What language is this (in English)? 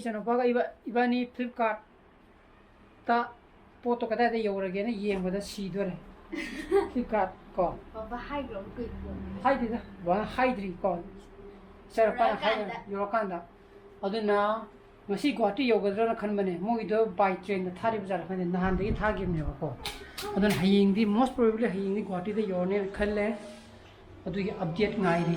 Manipuri